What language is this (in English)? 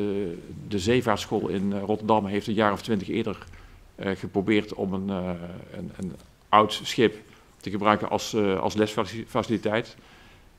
Dutch